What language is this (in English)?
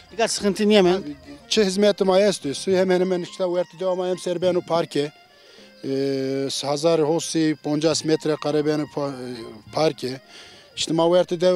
Zaza